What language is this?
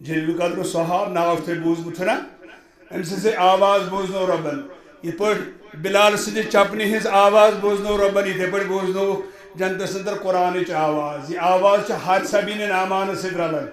Kashmiri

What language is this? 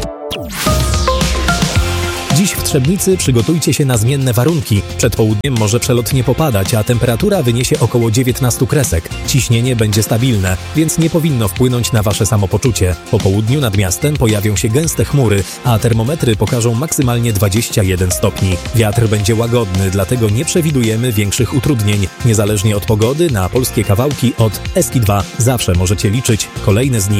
Polish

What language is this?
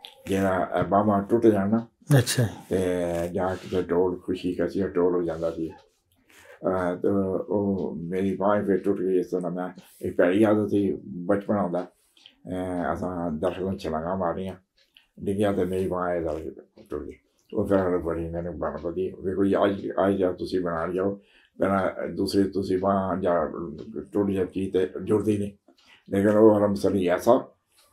Punjabi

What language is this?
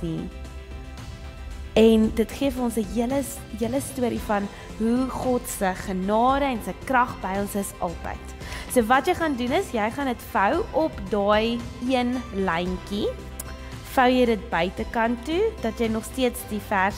Afrikaans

